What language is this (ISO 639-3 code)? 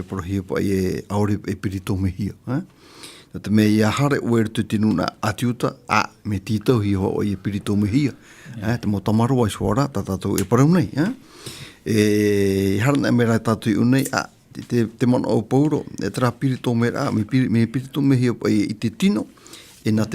tah